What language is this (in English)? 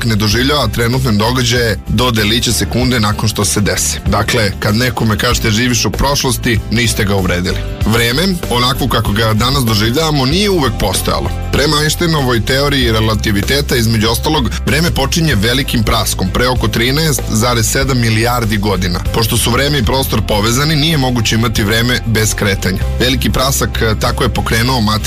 Serbian